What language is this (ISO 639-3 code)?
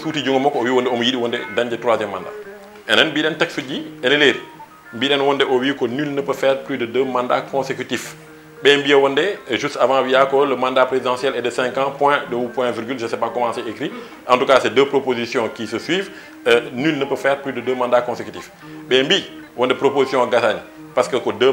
ful